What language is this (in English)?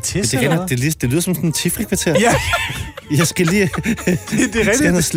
Danish